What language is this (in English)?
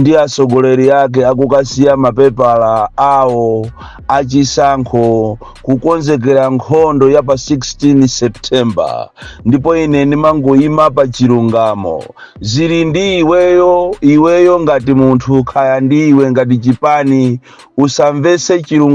Nyanja